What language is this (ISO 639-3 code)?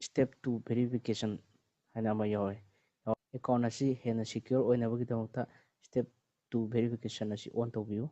mni